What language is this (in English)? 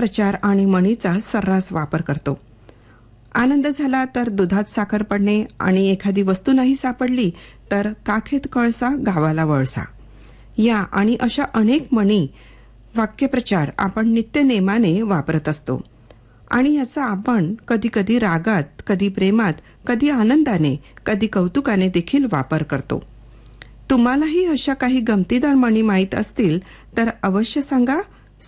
Marathi